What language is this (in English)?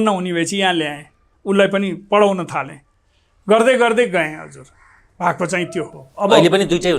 Nepali